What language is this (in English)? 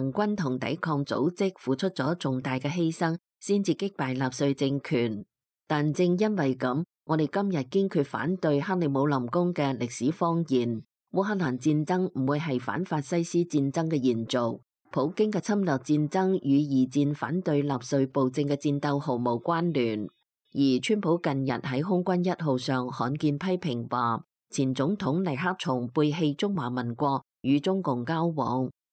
Cantonese